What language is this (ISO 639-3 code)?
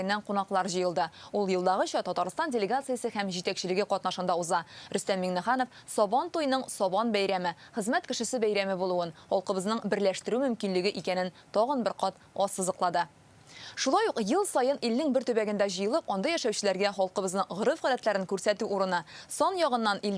tat